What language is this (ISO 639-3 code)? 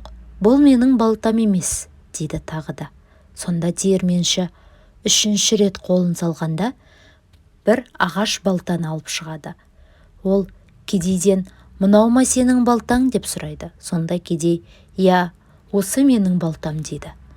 kaz